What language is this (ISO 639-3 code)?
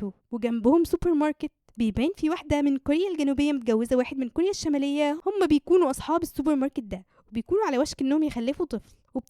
arz